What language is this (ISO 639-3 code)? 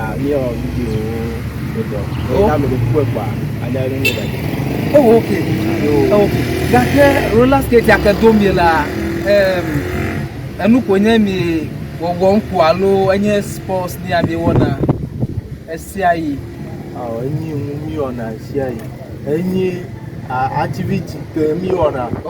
ewe